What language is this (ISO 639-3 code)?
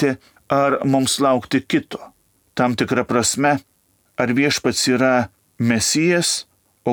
lit